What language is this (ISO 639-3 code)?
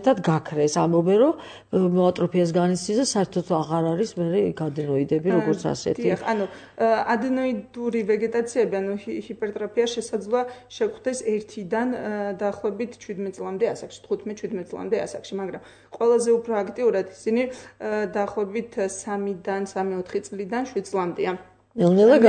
kat